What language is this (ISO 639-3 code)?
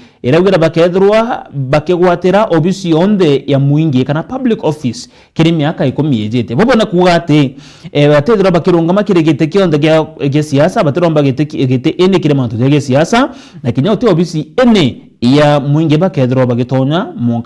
mer